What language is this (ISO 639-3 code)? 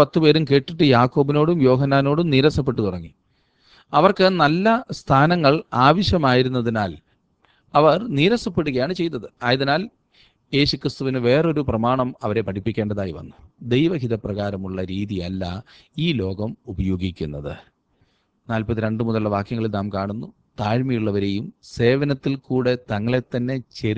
mal